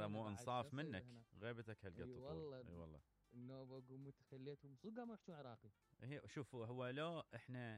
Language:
Mesopotamian Arabic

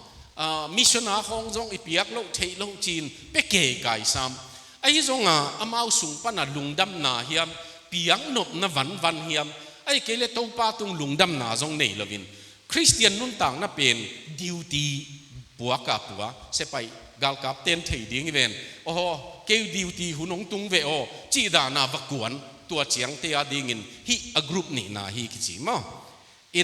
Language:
Tedim Chin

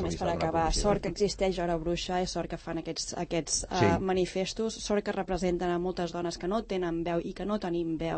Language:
Catalan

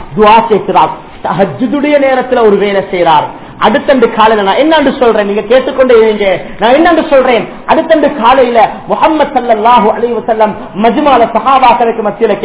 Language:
Tamil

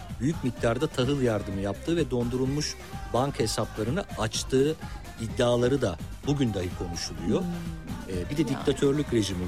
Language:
Turkish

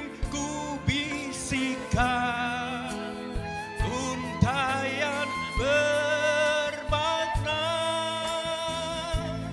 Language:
Indonesian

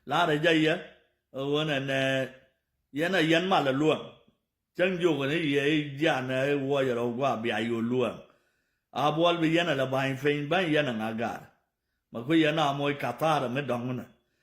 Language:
Nuer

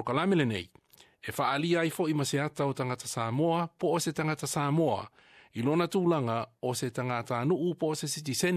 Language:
Samoan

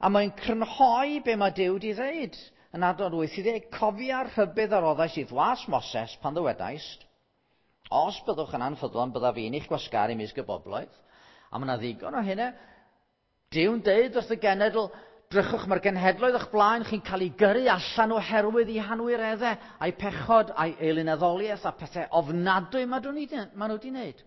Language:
Welsh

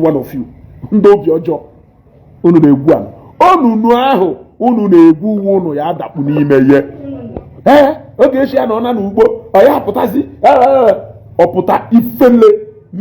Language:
Igbo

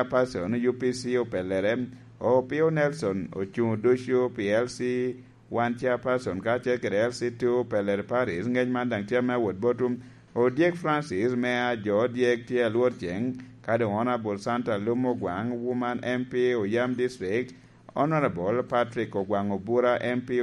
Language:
Lango (Uganda)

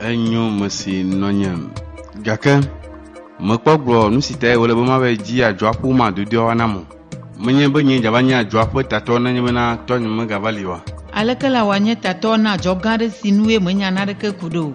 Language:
Ewe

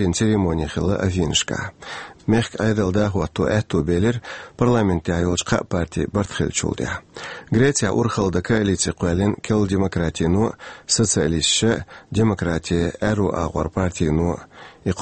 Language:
Chechen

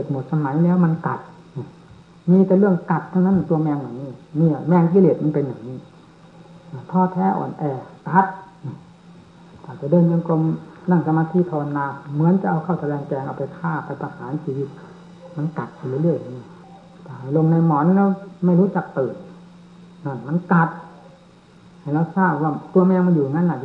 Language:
Thai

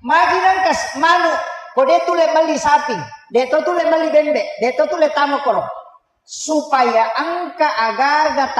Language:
Buginese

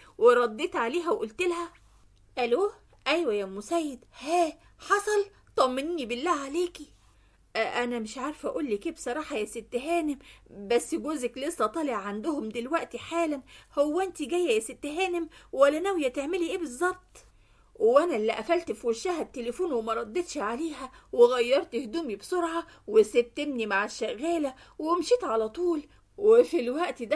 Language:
Egyptian Arabic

